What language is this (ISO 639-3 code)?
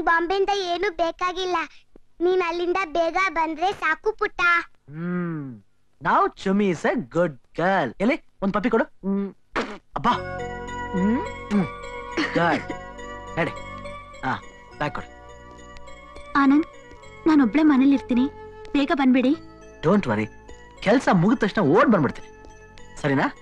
kan